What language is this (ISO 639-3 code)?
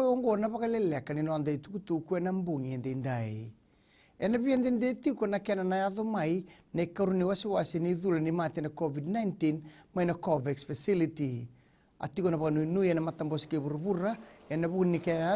fij